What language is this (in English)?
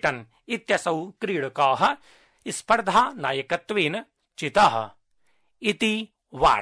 Sanskrit